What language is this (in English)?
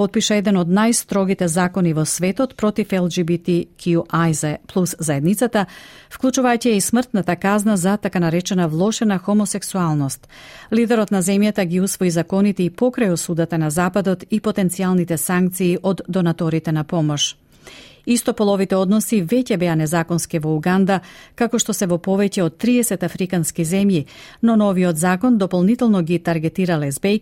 Macedonian